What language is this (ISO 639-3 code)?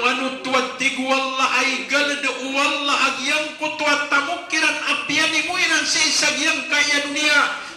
mrw